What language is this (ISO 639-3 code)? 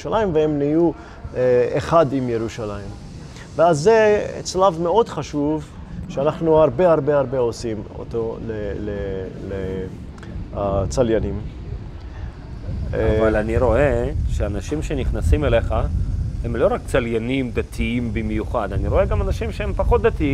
heb